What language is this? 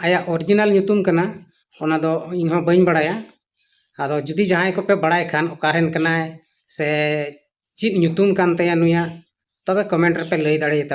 Santali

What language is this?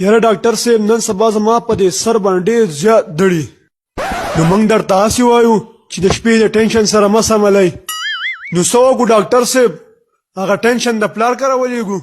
Pashto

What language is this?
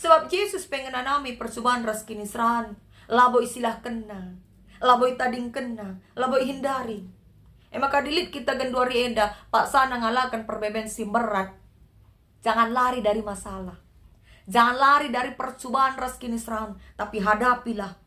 Batak Karo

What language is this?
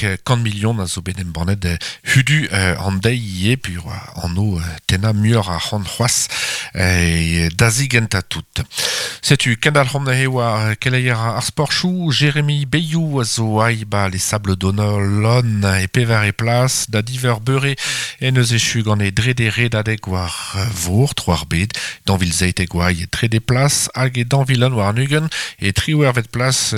Breton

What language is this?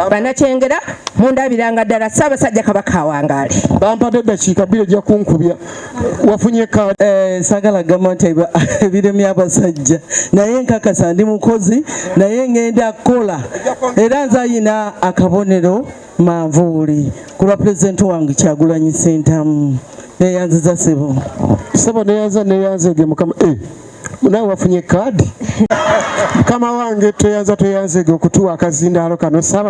Ganda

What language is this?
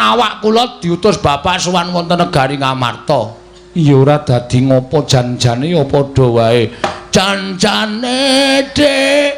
Javanese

